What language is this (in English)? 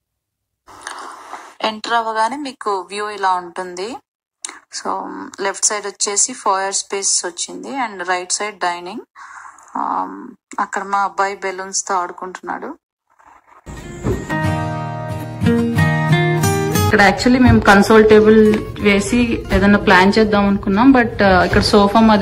Telugu